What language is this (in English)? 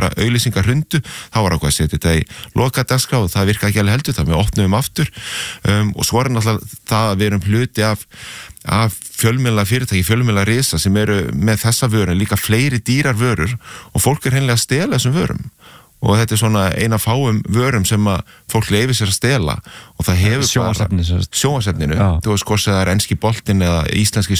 Icelandic